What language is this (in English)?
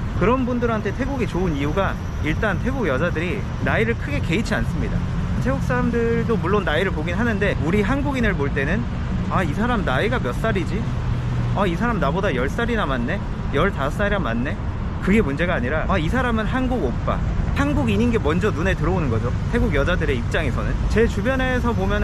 Korean